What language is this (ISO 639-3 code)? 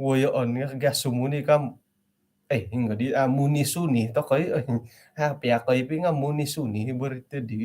dtp